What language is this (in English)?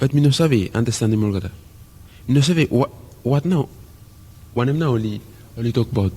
Bislama